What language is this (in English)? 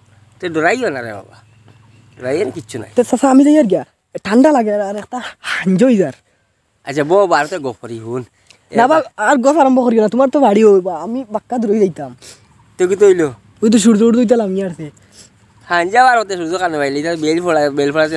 Sylheti